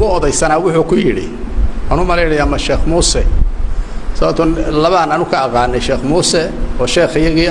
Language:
Somali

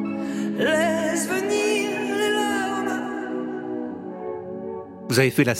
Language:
French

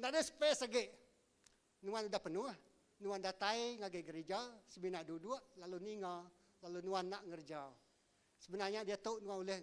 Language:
Iban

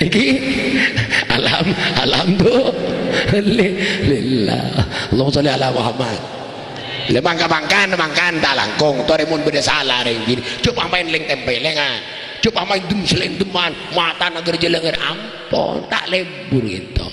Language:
Madurese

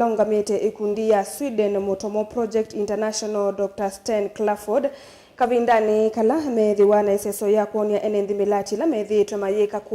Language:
Kamba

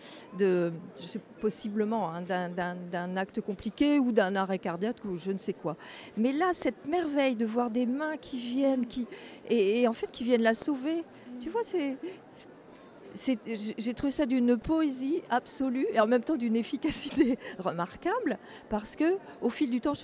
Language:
French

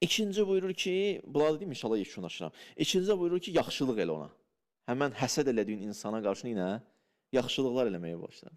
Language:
Azerbaijani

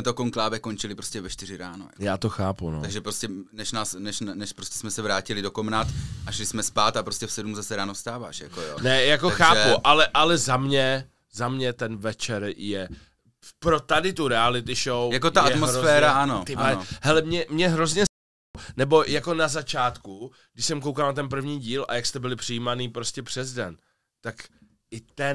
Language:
Czech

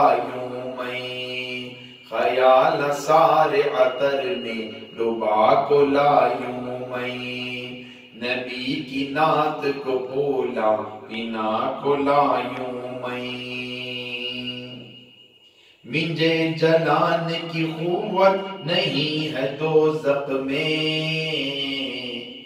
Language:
Urdu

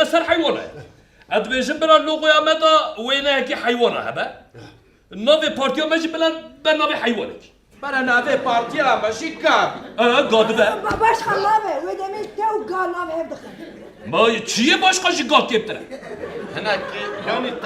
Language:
Kurdish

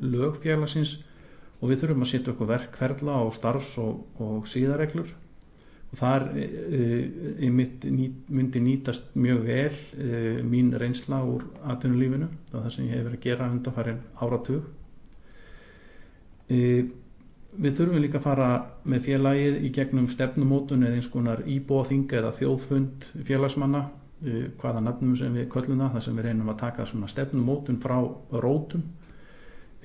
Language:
Icelandic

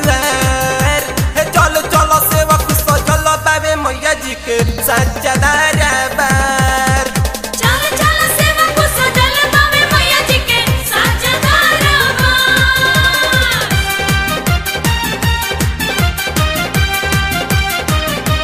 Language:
Bhojpuri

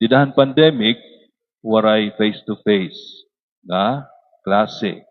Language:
Waray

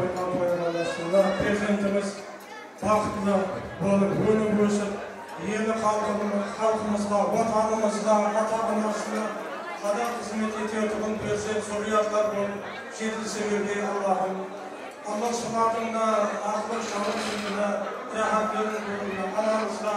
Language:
Kara-Kalpak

